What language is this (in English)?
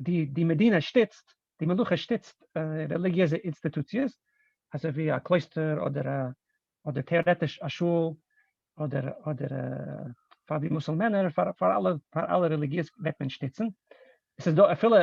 Yiddish